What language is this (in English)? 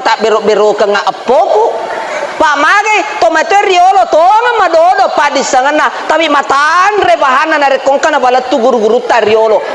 Buginese